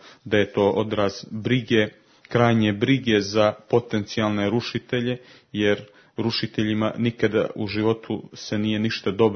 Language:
Croatian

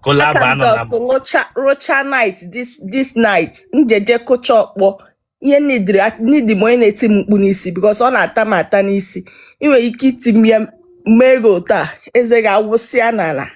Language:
Igbo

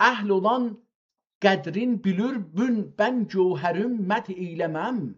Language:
South Azerbaijani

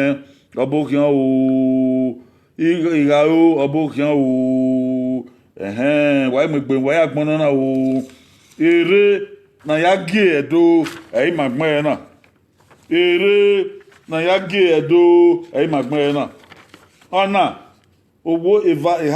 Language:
Bini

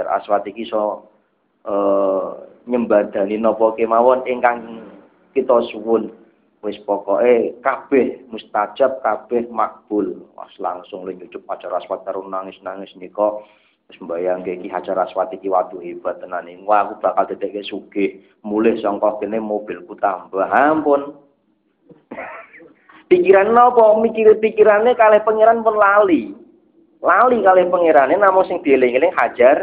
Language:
Javanese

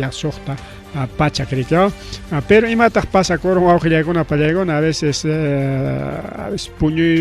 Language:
Ayacucho Quechua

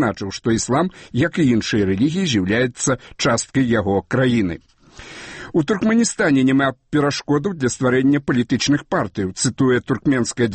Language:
Belarusian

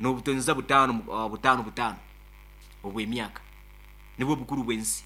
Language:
Nyoro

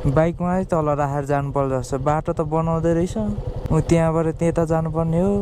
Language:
Nepali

